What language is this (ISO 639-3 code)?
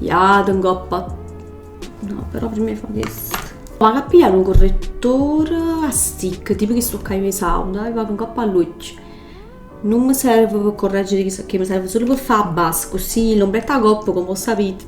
nap